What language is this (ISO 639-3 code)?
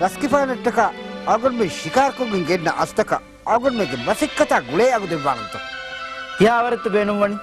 div